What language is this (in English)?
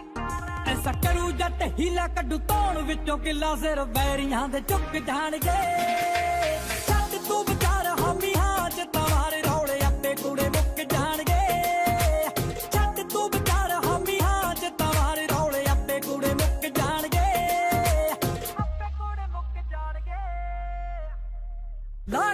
Punjabi